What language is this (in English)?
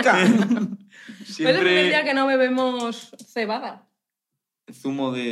Spanish